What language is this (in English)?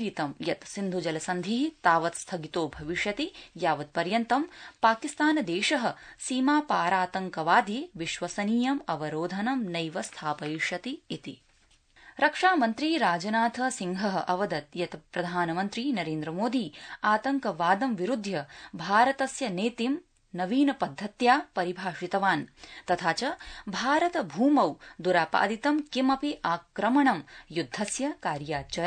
Sanskrit